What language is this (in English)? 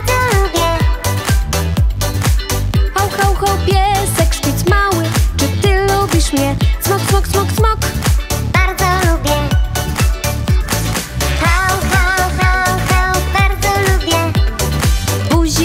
Polish